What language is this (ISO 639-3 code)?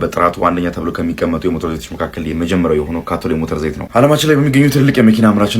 amh